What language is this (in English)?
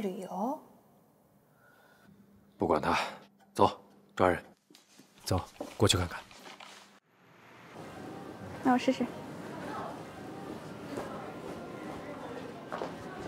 Chinese